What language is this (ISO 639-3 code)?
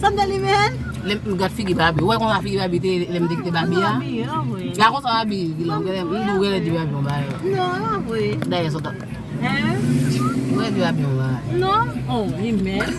hat